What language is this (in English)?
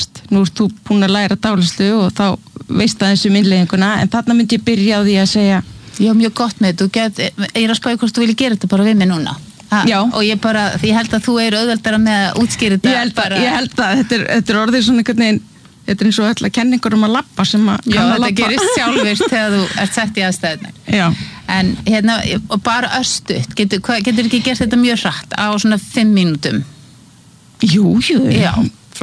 Icelandic